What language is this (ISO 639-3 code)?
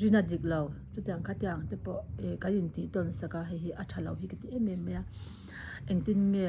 lus